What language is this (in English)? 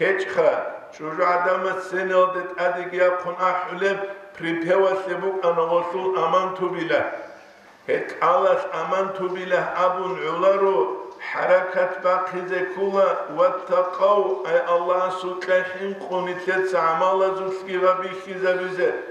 Avaric